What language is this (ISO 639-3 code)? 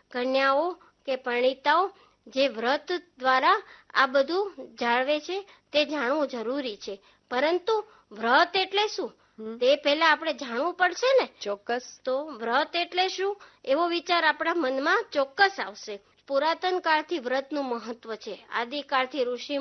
guj